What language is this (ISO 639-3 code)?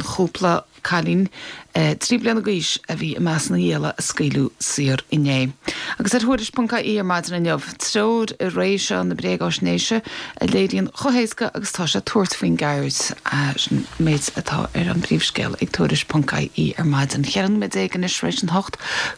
gle